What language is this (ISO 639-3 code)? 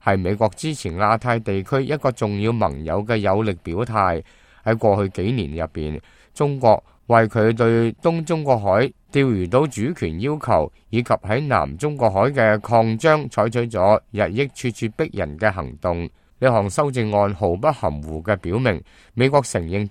yue